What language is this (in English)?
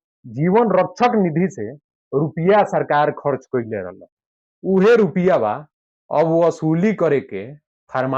Bhojpuri